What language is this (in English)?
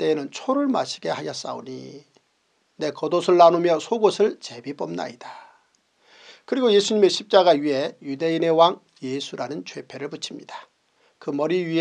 Korean